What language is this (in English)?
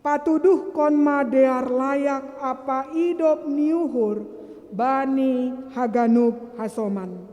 Batak Simalungun